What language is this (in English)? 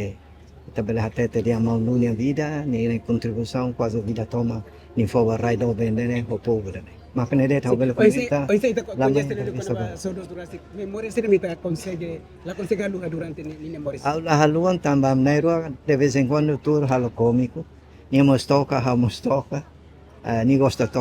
Tetum